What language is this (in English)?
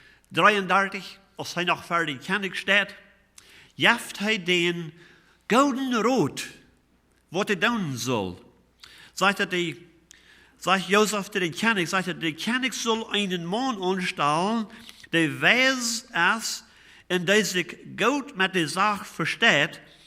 Plautdietsch